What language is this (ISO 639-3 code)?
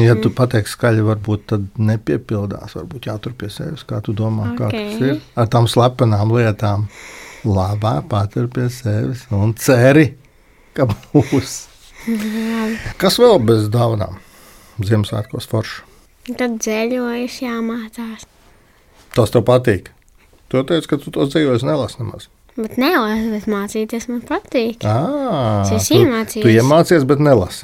lav